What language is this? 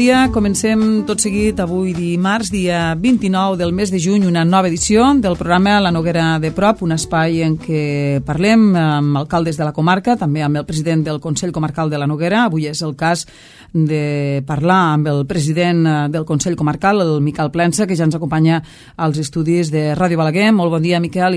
Catalan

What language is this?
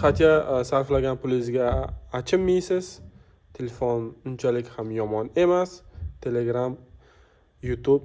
Uzbek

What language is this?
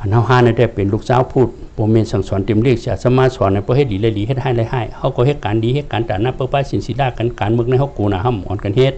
Shan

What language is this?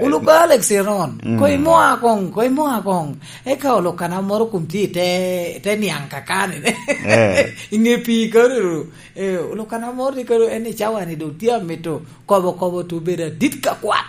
Lango (Uganda)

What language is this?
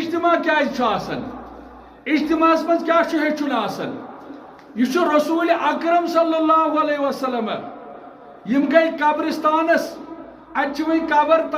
Kashmiri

